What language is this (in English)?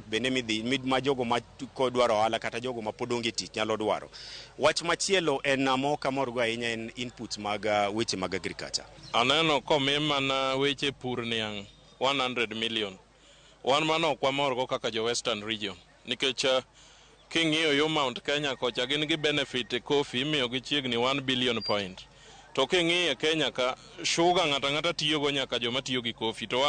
Luo (Kenya and Tanzania)